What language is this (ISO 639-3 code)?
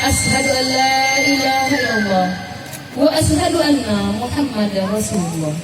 min